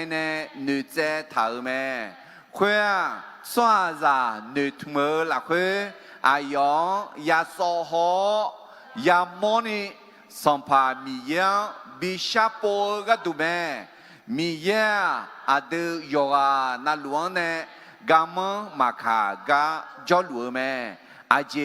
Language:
Akha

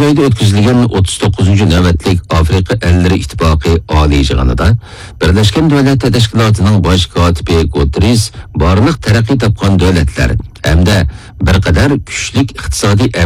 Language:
Uyghur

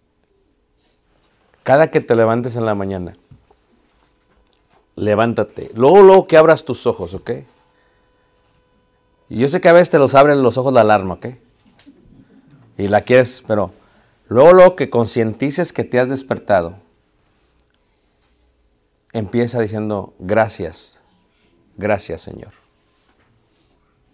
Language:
Spanish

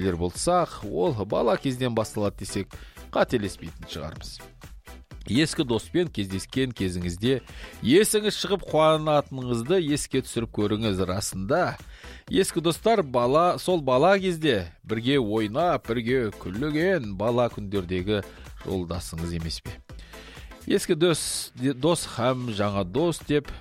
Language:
Kazakh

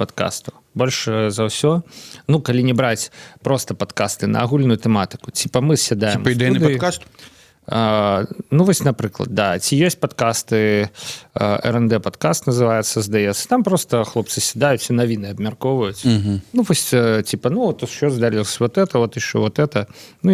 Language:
Belarusian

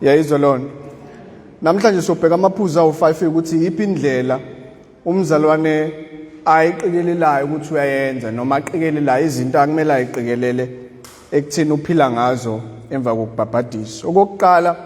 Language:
Zulu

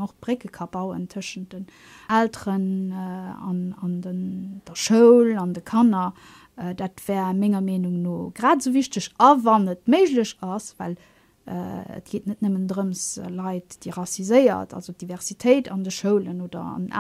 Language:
Luxembourgish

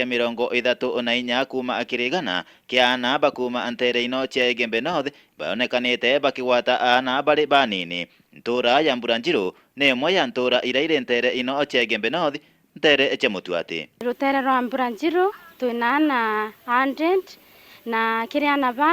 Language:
Meru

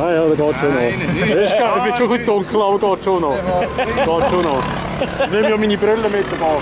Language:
Swiss German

